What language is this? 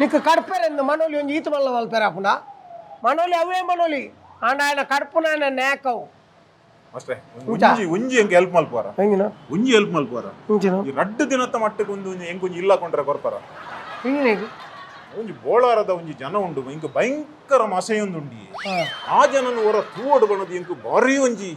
Tulu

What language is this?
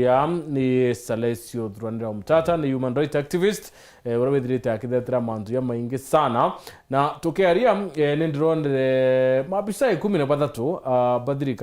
Meru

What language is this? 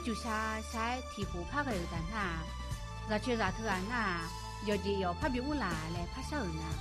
Akha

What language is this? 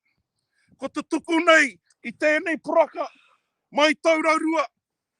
Māori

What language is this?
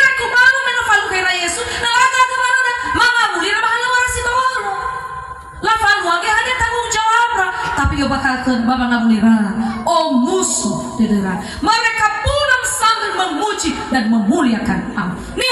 Nias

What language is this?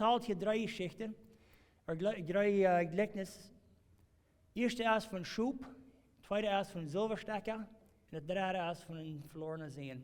Plautdietsch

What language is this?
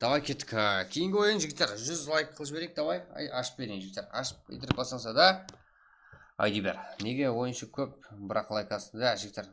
Kara-Kalpak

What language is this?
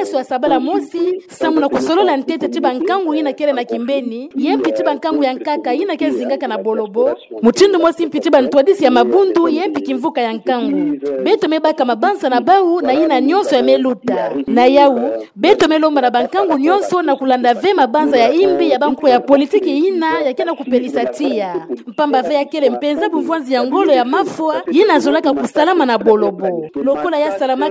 Kituba (Democratic Republic of Congo)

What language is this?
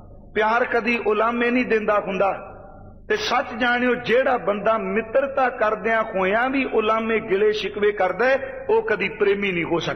Punjabi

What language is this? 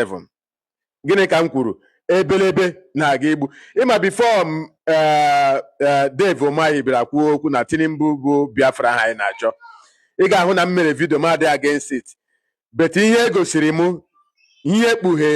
Igbo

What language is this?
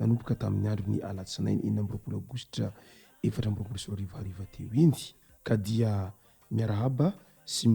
Malagasy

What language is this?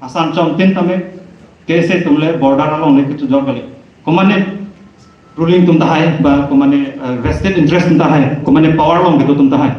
Karbi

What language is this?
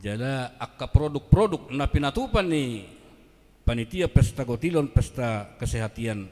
Batak Toba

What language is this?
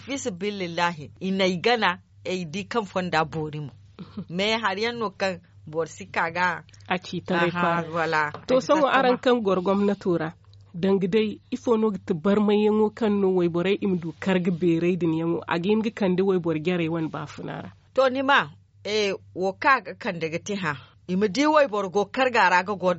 Zarma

